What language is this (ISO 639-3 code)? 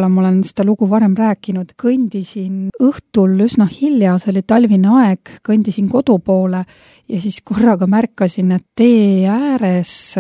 est